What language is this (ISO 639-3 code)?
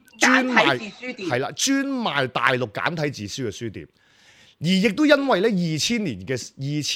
yue